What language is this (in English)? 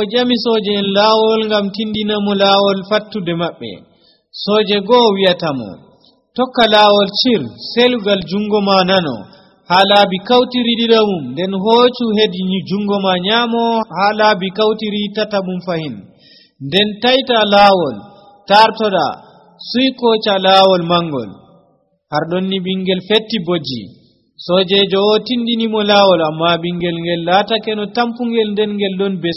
Nigerian Fulfulde